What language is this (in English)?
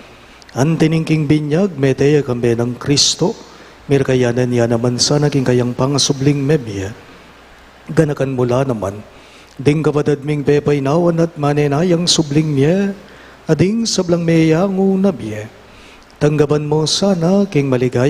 Pampanga